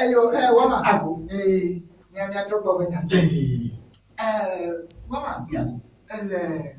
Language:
Ewe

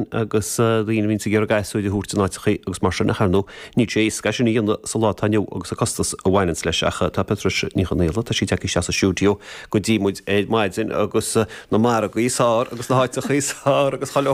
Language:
Irish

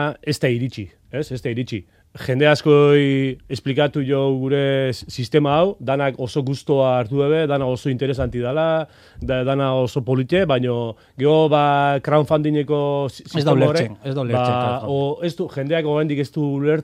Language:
Basque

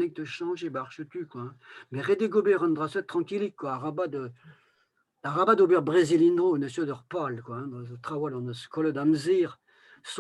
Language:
Breton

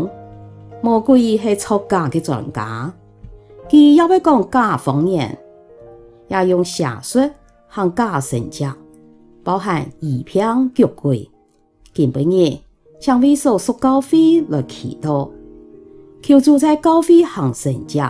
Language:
Hakka Chinese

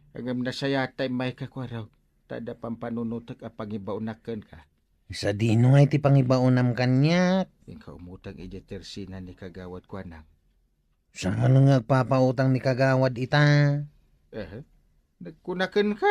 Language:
Iloko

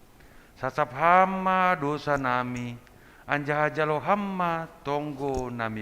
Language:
Batak Simalungun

